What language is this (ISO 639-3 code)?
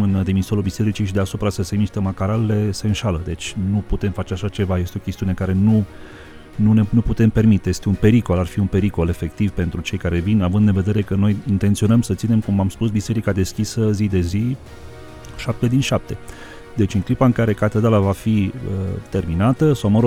ron